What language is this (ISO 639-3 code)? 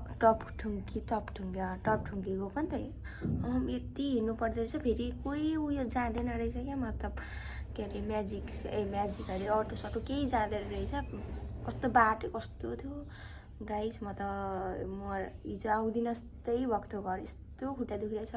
nep